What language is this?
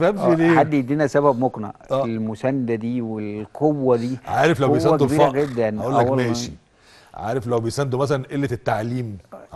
Egyptian Arabic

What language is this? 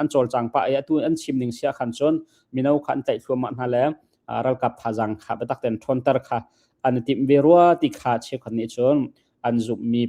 Hakha Chin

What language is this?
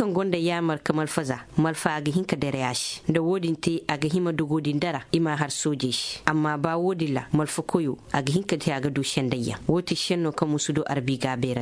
Koyraboro Senni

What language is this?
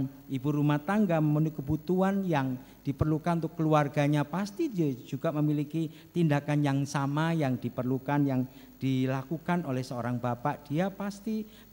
Indonesian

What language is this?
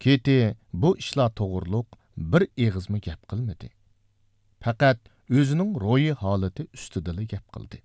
Uyghur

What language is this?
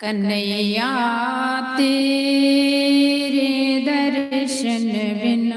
Dogri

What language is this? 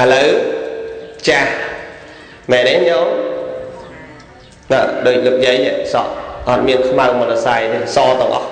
Khmer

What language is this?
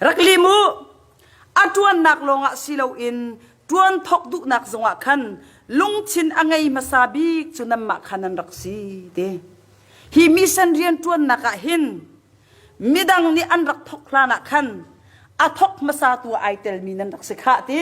Hakha Chin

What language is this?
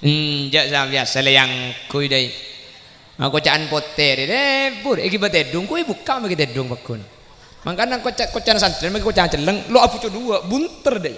Madurese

